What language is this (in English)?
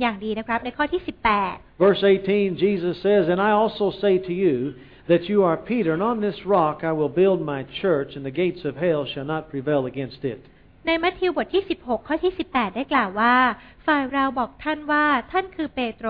Thai